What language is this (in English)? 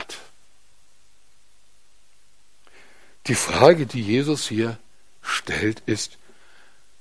German